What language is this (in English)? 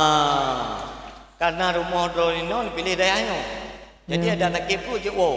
Achinese